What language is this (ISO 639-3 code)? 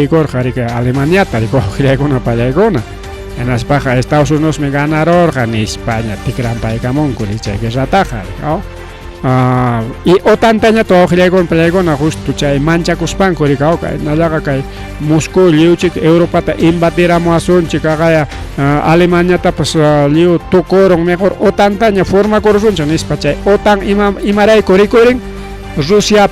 quy